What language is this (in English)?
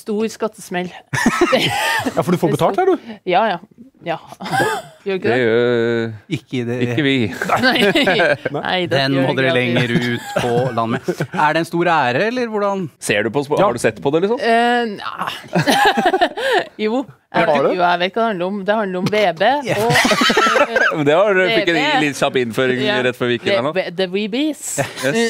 Norwegian